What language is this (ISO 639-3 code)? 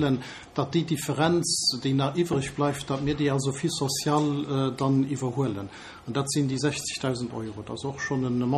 ltz